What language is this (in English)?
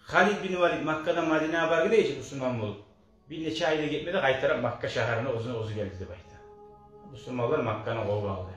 Kumyk